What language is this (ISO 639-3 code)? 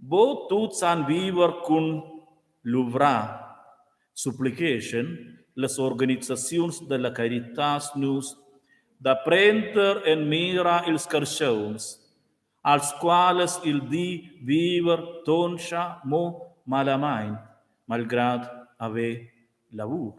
roh